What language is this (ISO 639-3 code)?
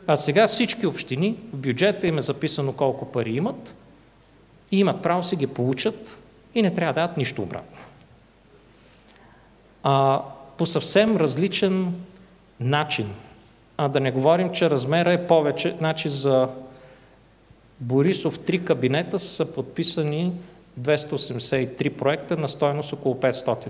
bul